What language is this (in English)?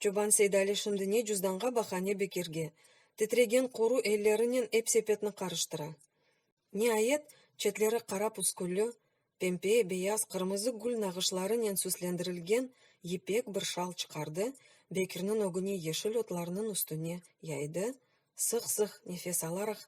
Crimean Tatar